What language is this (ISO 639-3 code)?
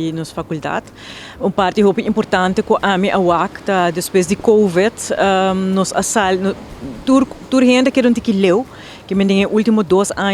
pap